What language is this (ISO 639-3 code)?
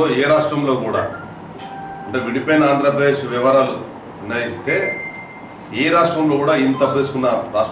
tel